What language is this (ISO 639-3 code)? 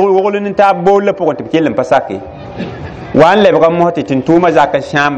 mos